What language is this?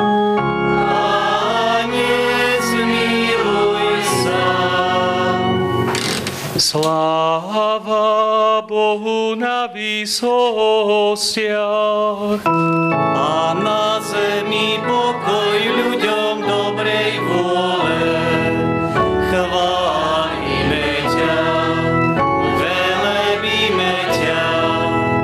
Slovak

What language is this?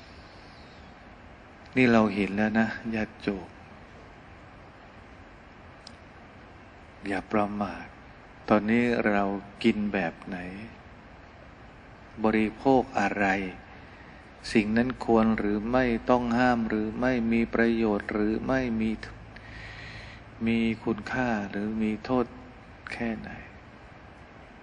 Thai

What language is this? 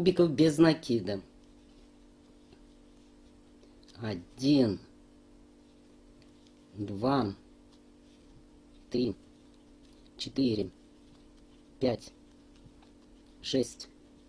Russian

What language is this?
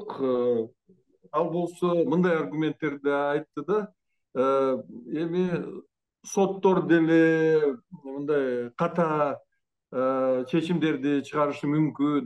Kyrgyz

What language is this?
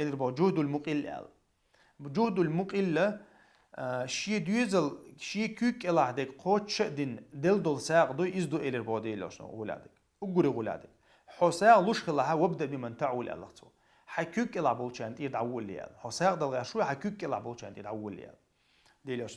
Chechen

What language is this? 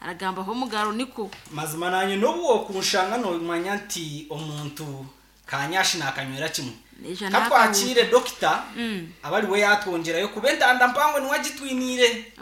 Nyankole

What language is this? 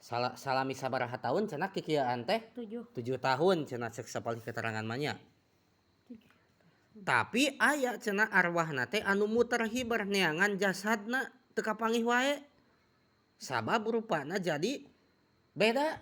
Sundanese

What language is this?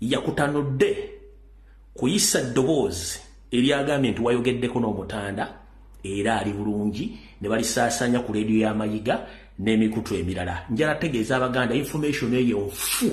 Ganda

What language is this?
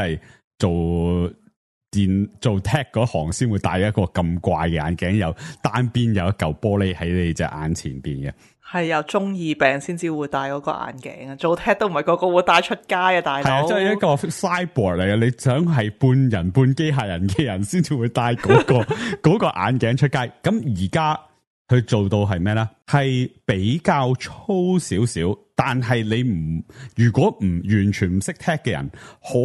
Cantonese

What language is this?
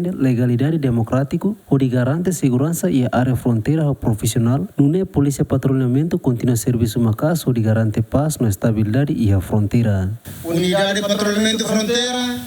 Tetum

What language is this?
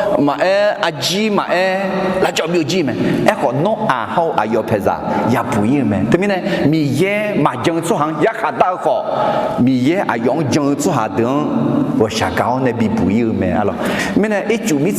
Akha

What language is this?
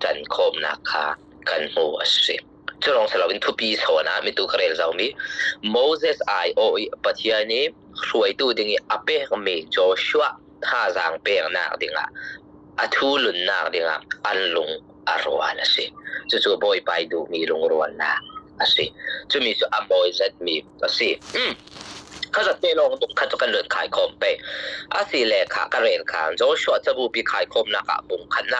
Falam Chin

